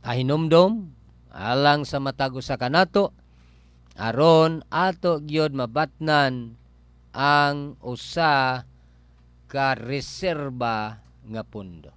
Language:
Cebuano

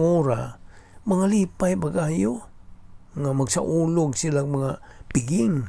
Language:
Cebuano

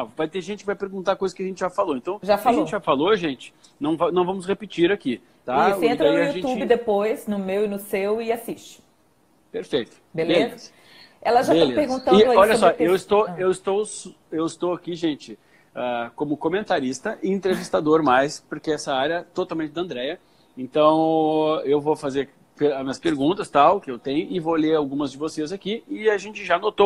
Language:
Portuguese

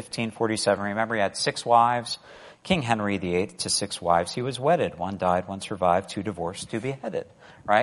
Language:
English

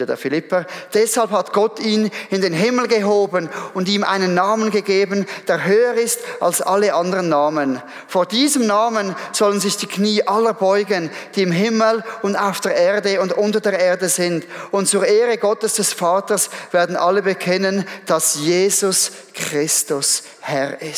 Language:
Swiss German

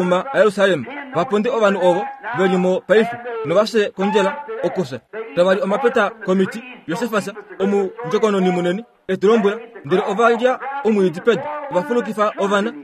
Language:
Kuanyama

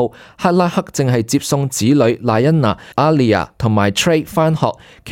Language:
Cantonese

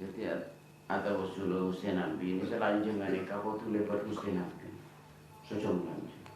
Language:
Madurese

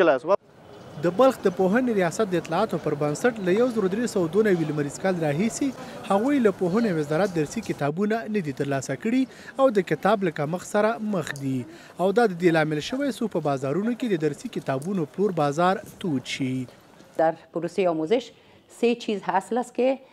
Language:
Pashto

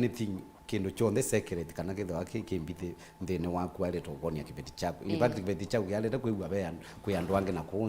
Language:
Kamba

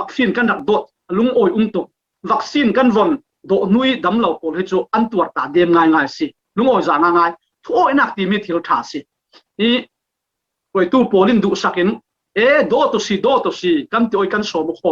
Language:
Falam Chin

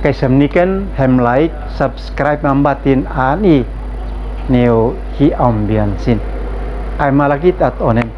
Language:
Uab Meto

